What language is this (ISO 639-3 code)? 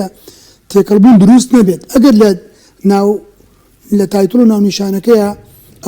ckb